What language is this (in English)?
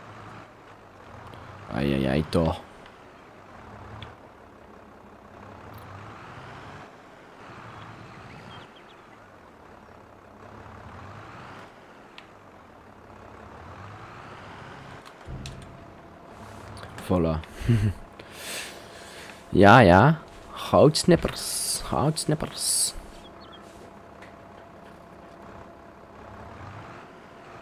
Dutch